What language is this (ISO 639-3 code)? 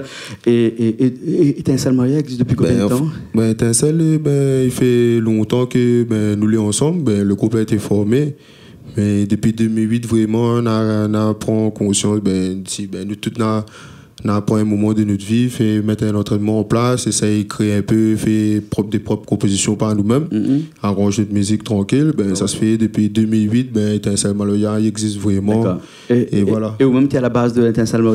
rcf